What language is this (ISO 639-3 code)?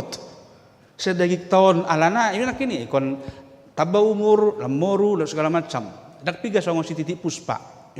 bbc